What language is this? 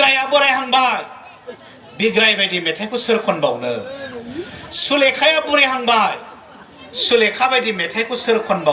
Bodo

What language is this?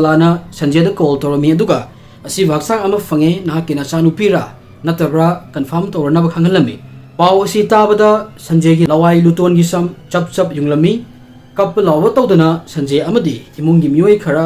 Manipuri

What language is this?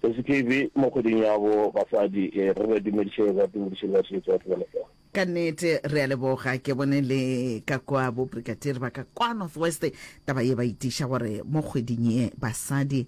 Northern Sotho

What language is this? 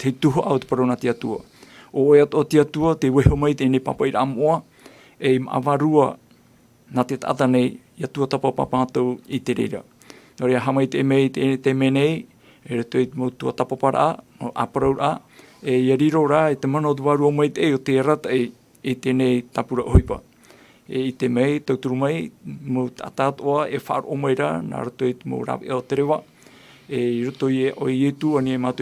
Tahitian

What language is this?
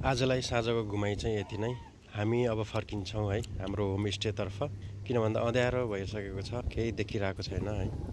Nepali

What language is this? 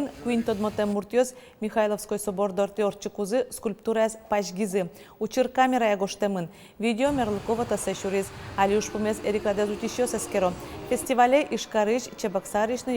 Udmurt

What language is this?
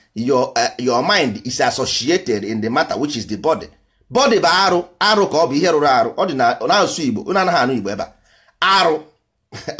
Igbo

